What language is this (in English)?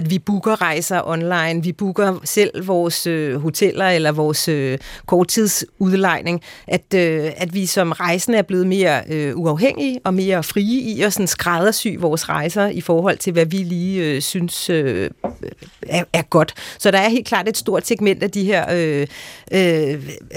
Danish